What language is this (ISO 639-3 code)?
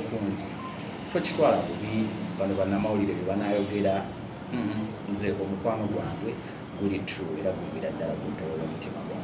lug